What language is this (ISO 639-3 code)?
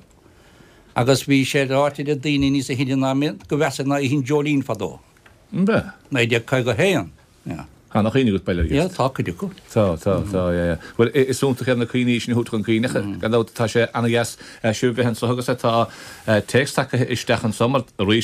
gle